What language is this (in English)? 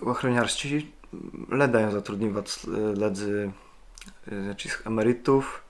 Kashubian